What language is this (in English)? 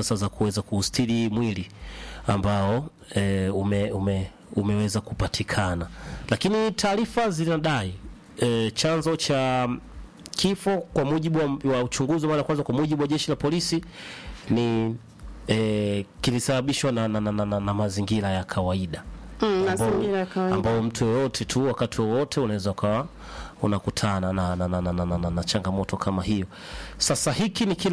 Swahili